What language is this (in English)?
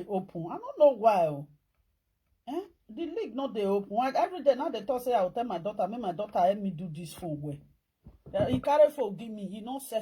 Nigerian Pidgin